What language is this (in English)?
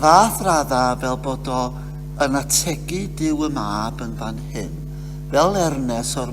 Welsh